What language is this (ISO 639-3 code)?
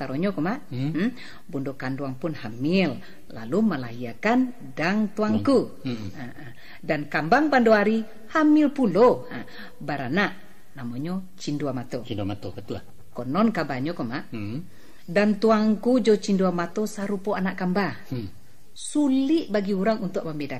min